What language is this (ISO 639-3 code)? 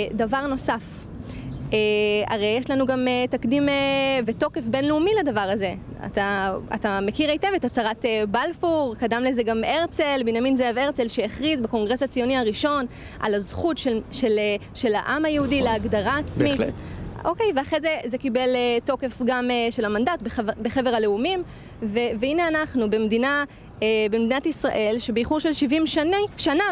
heb